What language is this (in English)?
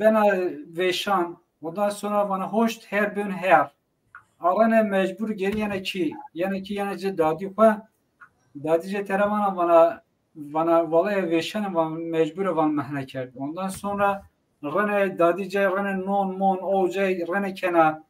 Zaza